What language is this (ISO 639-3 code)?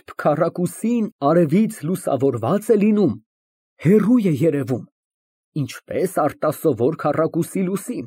hye